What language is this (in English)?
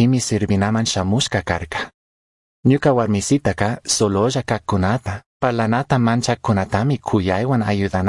Chimborazo Highland Quichua